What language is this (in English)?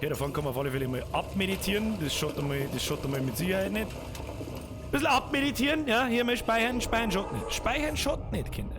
Bavarian